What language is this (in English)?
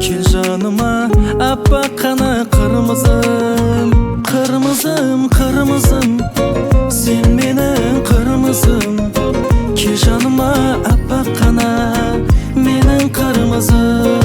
Kara-Kalpak